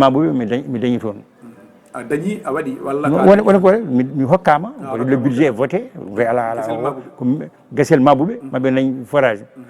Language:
Fula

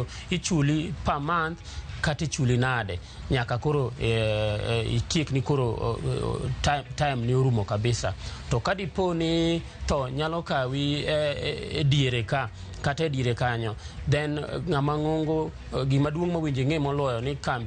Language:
Luo (Kenya and Tanzania)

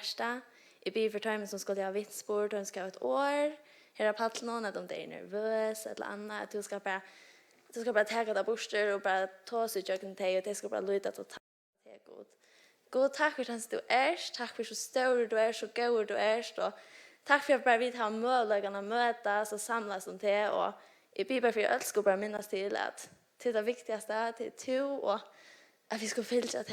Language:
Faroese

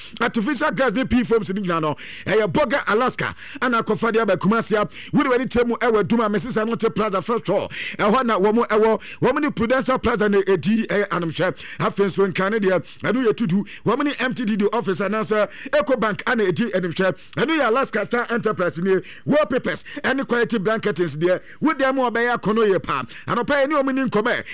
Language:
Akan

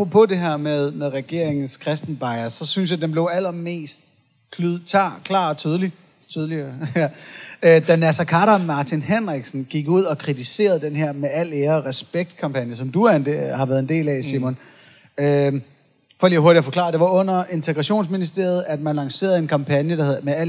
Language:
Danish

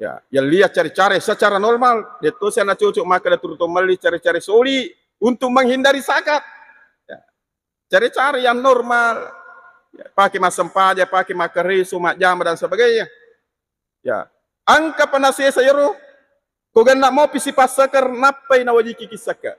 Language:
Buginese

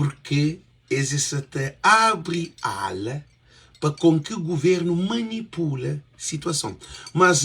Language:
Kabuverdianu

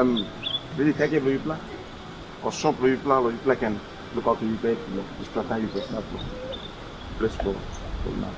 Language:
Tok Pisin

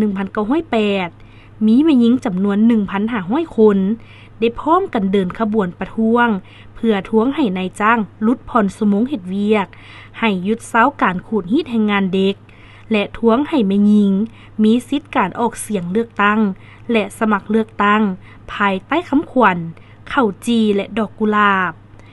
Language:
Lao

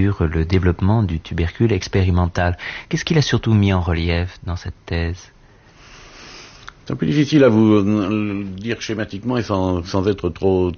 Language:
French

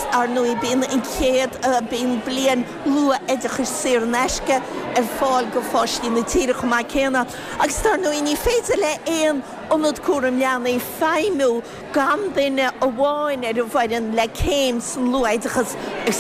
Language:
Irish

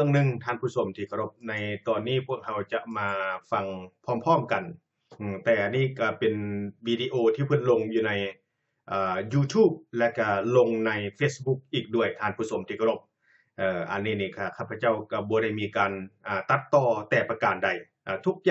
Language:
Lao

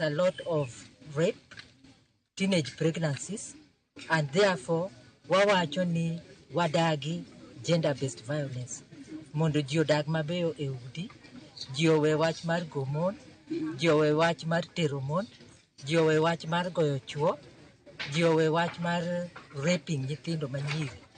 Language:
Luo (Kenya and Tanzania)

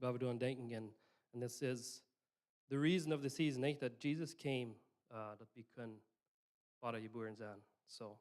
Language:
Plautdietsch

